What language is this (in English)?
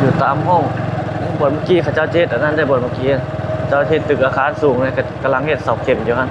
Lao